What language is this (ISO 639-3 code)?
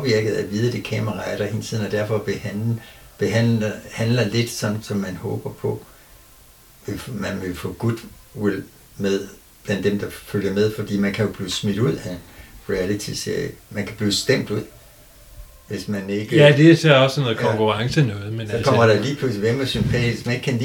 dan